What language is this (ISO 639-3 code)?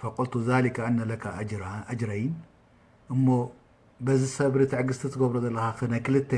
tir